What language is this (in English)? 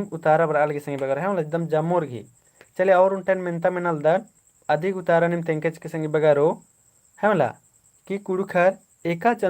Kurukh